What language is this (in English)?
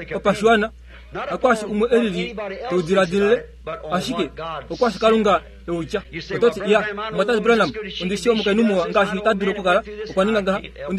Kuanyama